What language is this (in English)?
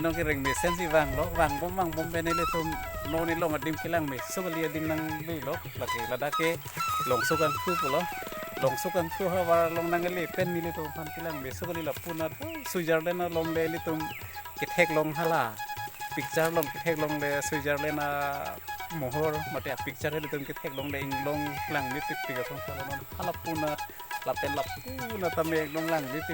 Karbi